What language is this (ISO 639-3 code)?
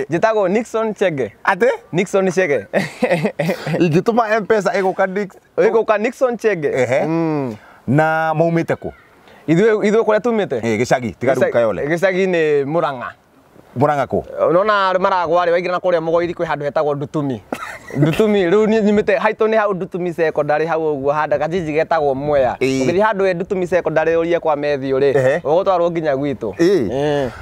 kik